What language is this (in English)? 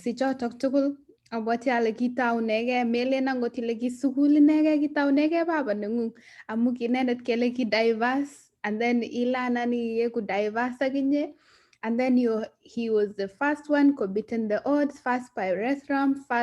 Kalenjin